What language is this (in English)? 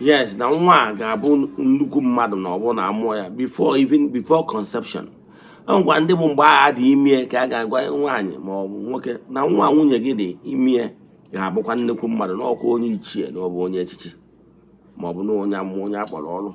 Igbo